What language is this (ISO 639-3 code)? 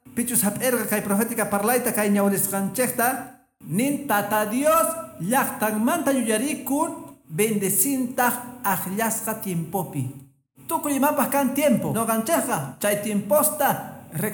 que